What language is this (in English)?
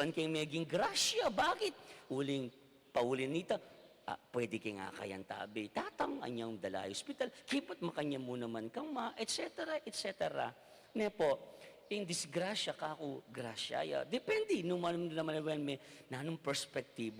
Pampanga